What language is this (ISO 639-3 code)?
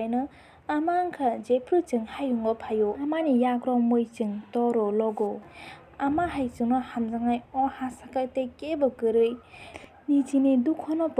trp